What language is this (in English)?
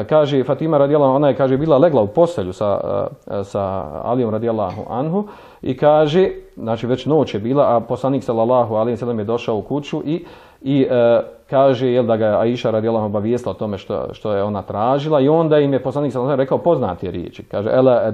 Bosnian